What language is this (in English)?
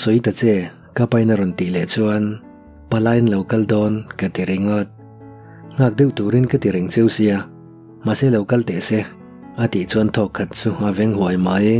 Mizo